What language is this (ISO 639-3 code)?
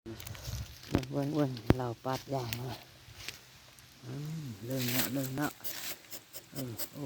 lao